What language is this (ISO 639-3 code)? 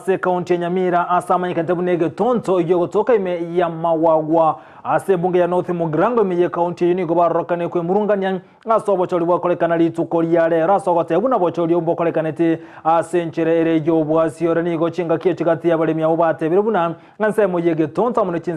guz